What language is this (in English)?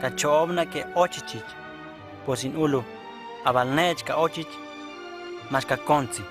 Huastec